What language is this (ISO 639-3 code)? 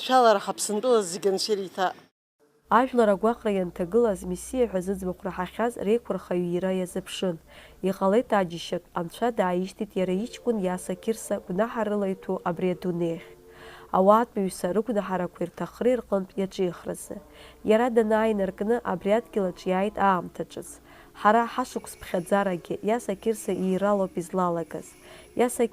abk